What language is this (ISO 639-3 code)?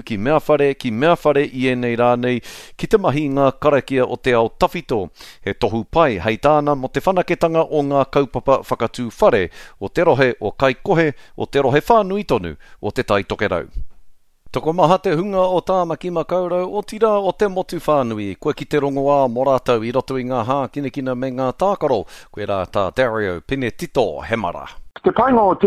mri